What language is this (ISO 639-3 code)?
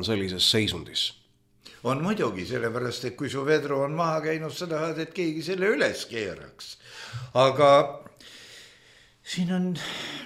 est